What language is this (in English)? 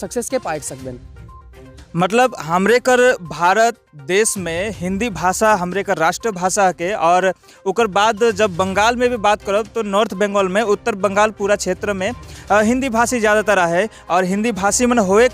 Sadri